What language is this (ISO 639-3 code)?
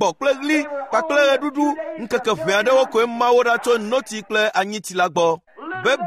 ewe